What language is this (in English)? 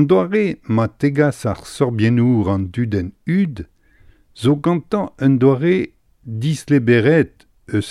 Breton